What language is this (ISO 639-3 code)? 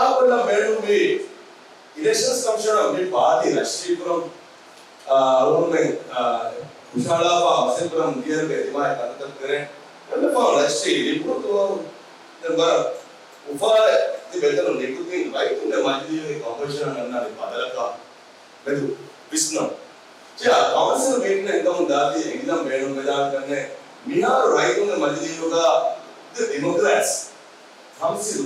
div